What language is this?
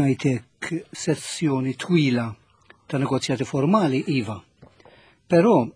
Maltese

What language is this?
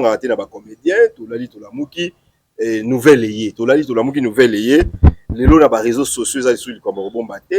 Lingala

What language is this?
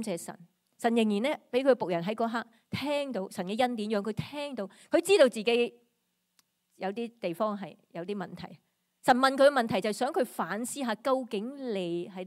Cantonese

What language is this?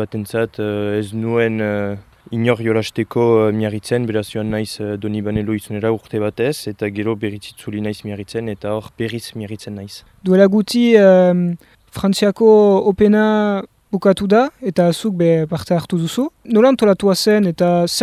Basque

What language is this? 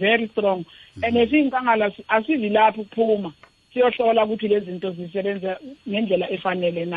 South Ndebele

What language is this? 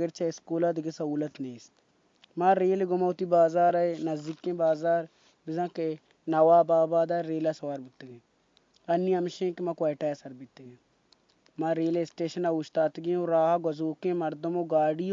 Baluchi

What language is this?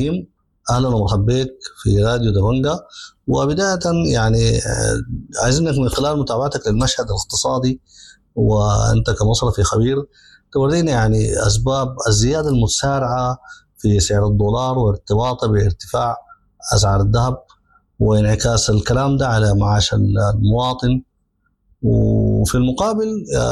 Sudanese Arabic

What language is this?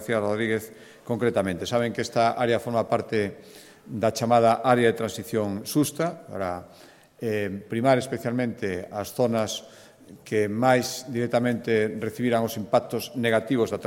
Galician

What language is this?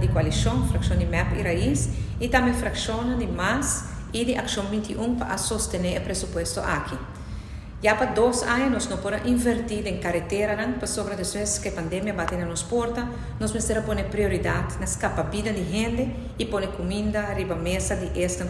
Papiamento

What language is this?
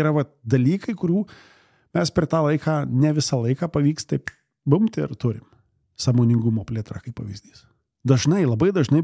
Lithuanian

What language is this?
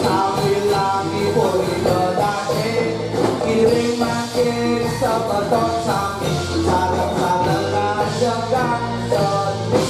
Balinese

